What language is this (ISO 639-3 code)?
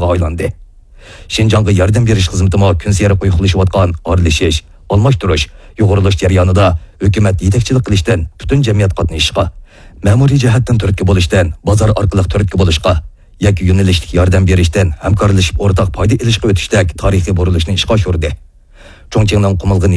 uig